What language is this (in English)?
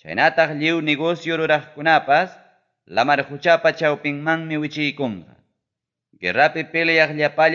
Ayacucho Quechua